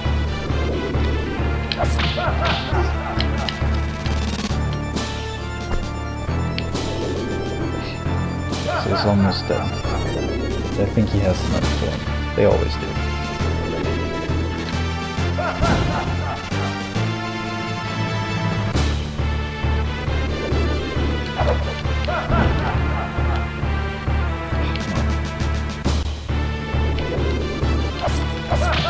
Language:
English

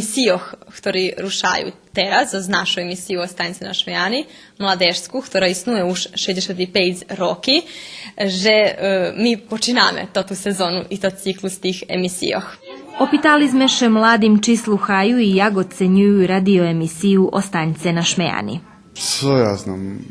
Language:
Rusyn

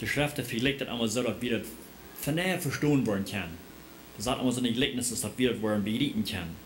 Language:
Plautdietsch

